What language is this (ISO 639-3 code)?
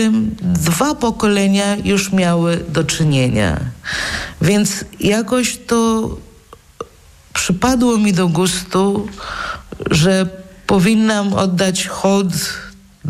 pol